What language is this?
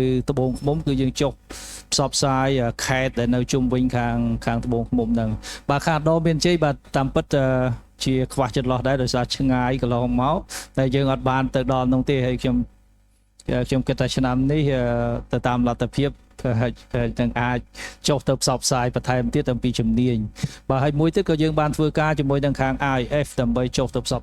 Khmer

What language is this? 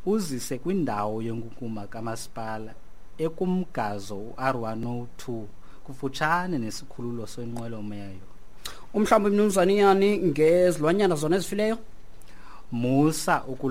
Xhosa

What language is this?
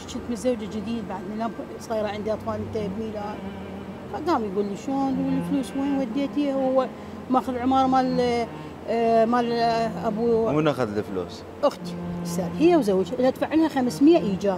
Mesopotamian Arabic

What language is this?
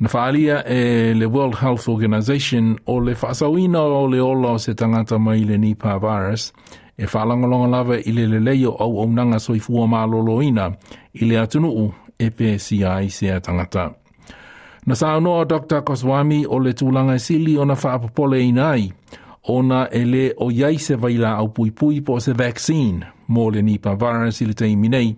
Samoan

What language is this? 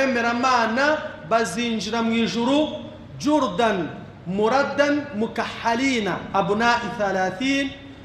Kinyarwanda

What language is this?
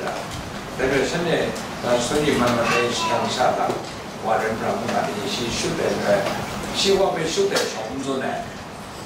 Kachin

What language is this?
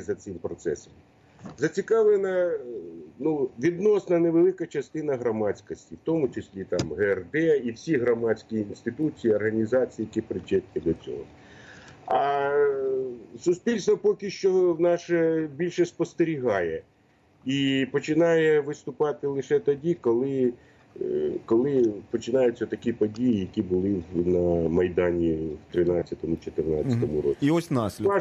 Ukrainian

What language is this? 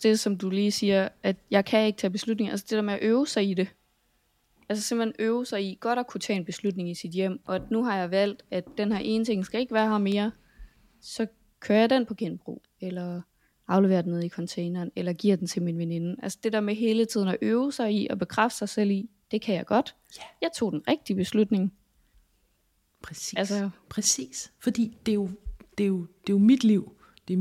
Danish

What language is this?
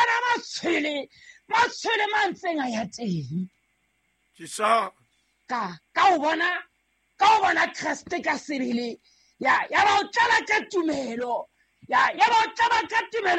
Southern Sotho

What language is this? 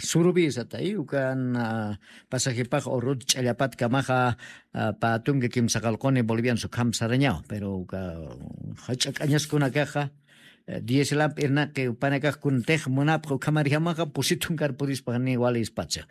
Aymara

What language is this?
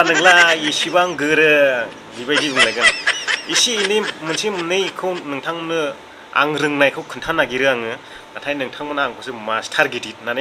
Bodo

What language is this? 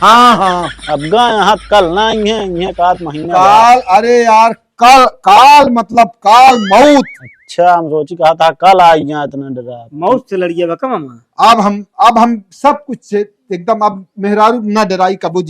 Awadhi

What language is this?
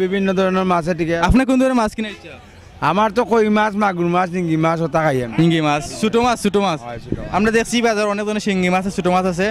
Sylheti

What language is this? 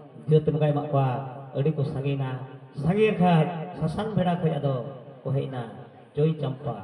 Santali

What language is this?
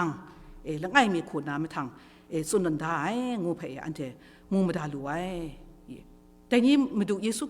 Kachin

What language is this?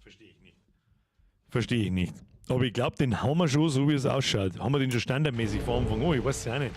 Bavarian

